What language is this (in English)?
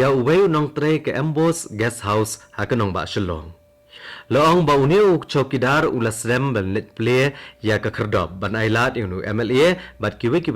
Khasi